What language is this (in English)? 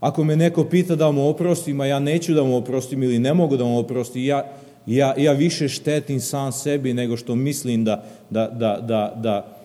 Serbian